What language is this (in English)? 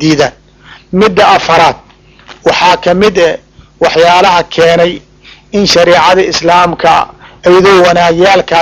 Somali